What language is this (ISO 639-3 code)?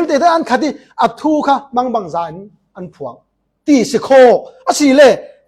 cfm